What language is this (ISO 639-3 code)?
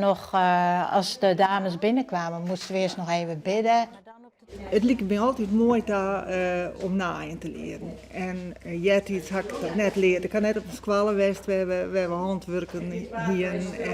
fry